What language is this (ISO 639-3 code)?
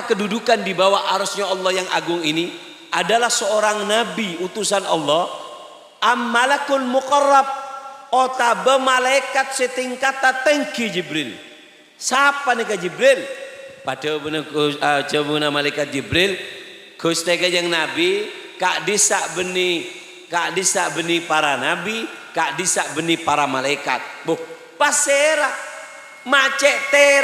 mad